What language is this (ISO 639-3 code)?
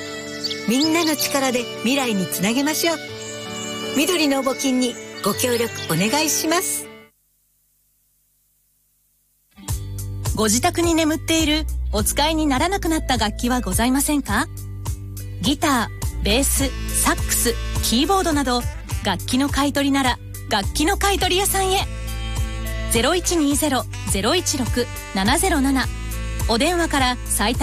jpn